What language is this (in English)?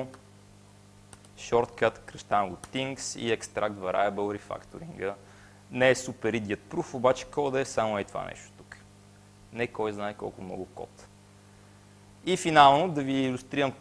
Bulgarian